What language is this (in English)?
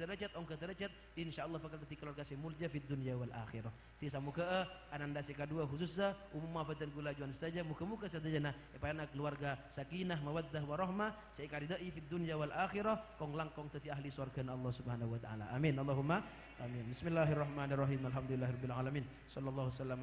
Madurese